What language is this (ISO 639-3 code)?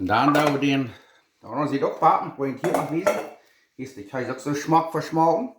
pdt